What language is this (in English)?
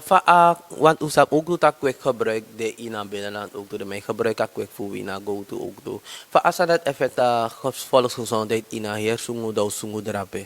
Sranan Tongo